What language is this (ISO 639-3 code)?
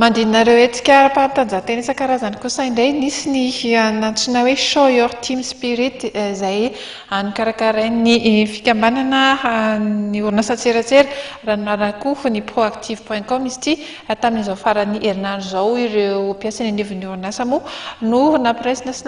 mlg